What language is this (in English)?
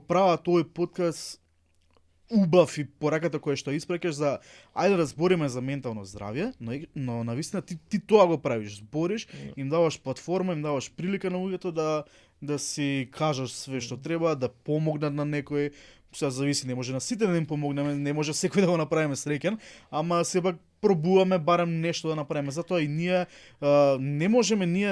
Macedonian